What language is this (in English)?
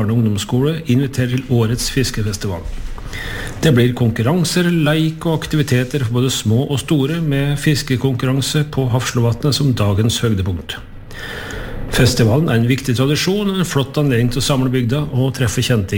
Norwegian